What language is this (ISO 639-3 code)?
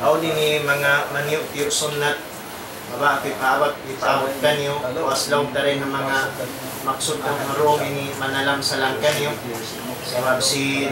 tsg